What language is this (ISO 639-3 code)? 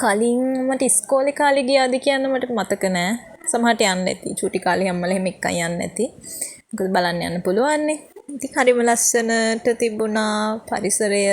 sin